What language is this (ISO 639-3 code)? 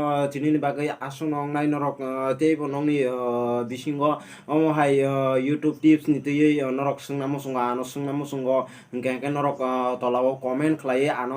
trp